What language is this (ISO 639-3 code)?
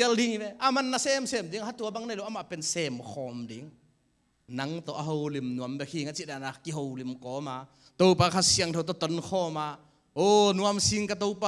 ctd